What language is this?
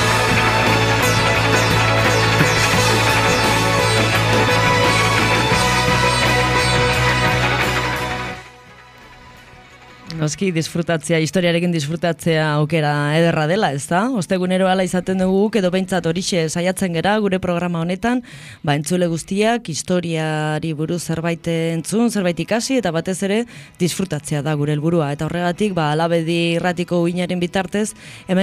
Basque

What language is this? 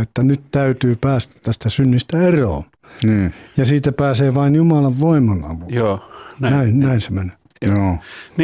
Finnish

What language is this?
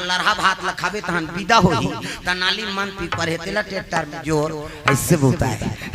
Chhattisgarhi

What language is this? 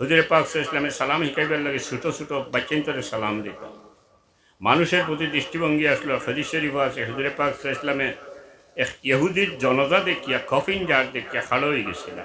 Sylheti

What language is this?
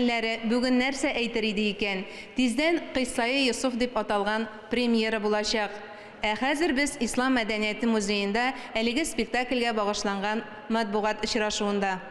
Tatar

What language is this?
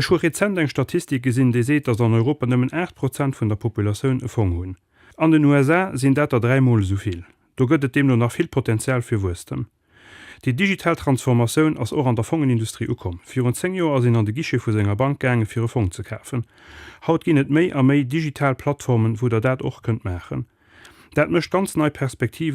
Luxembourgish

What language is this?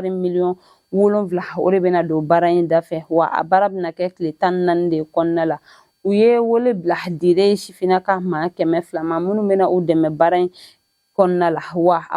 Bambara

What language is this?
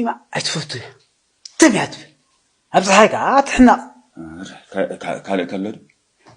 Tigrinya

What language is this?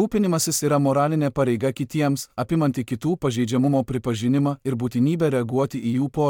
Lithuanian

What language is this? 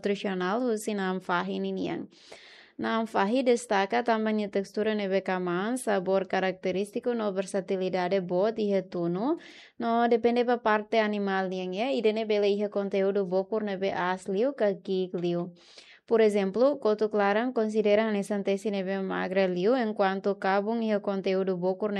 Tetum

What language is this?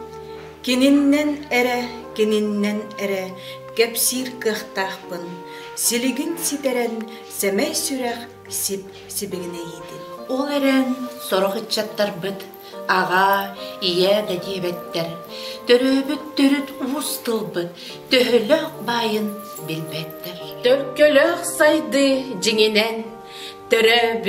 Yakut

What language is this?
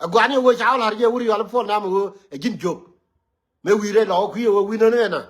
Nuer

